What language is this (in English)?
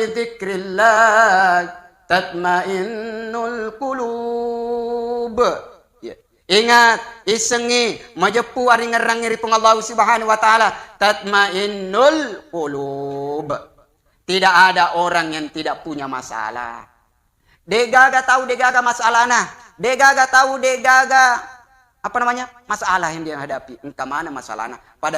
Buginese